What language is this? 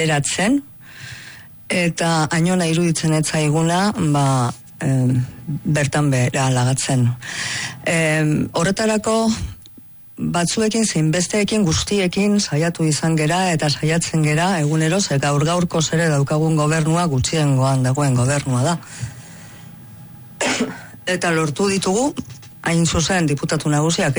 Basque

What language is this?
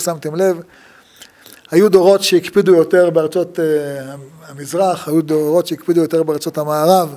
Hebrew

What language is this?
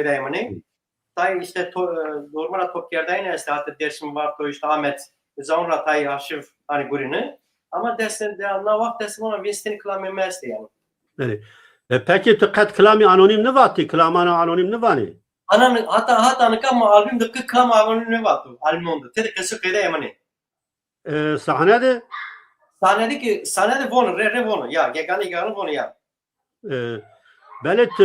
Zaza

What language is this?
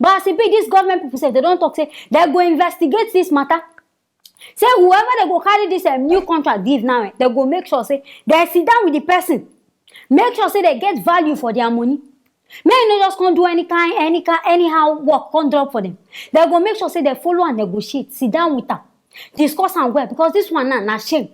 Nigerian Pidgin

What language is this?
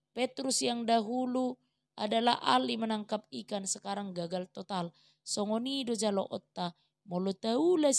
Batak Toba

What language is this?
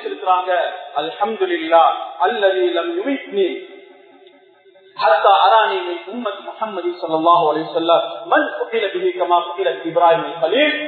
Tamil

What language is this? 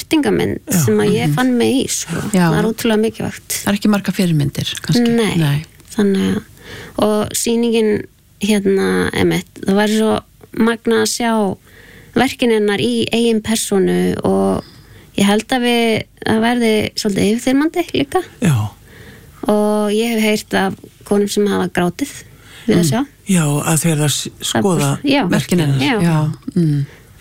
Icelandic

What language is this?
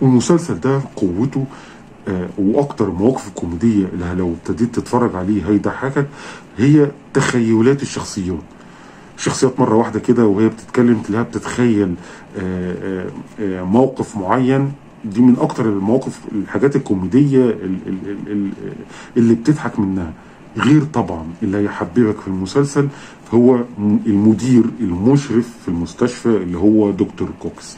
Egyptian Arabic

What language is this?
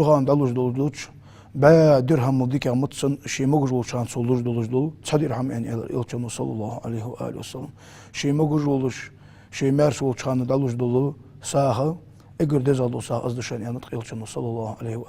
Ingush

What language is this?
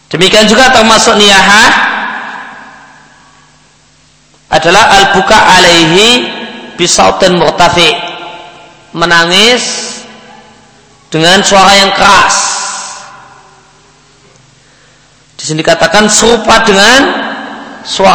Indonesian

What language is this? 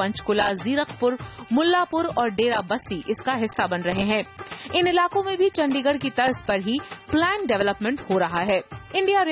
Hindi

